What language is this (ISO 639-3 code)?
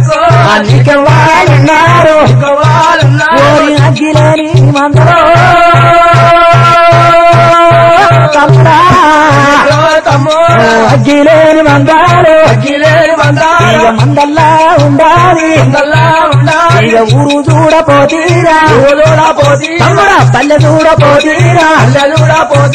tel